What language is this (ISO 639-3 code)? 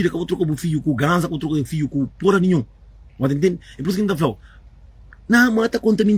kea